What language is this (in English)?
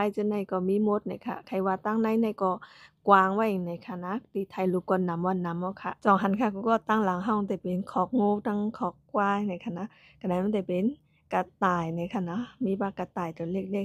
Shan